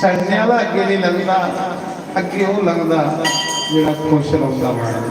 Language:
Dogri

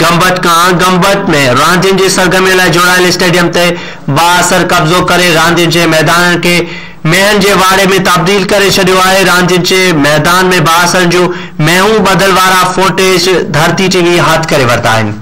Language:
Sindhi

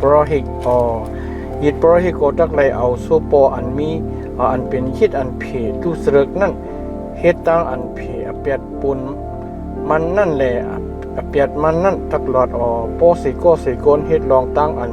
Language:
Shan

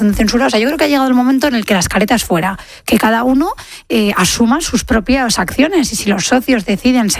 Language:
Spanish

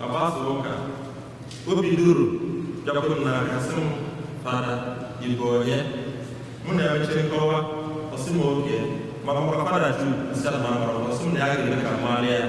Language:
Igbo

